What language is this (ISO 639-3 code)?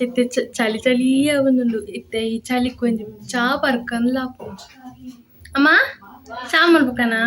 tcy